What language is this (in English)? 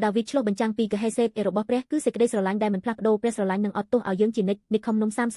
Khmer